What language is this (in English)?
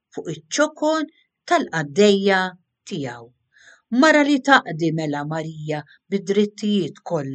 Maltese